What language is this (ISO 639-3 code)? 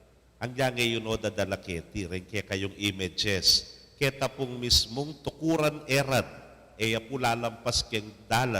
pam